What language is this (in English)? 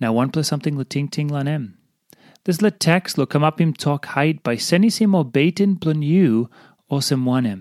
Tok Pisin